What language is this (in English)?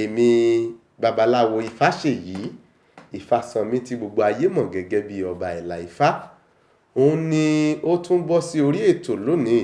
Yoruba